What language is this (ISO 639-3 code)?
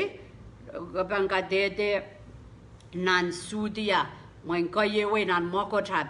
pon